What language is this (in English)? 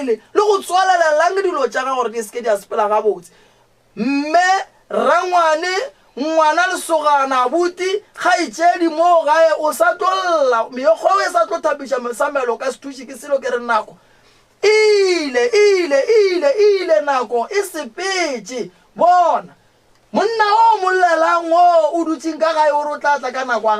Northern Sotho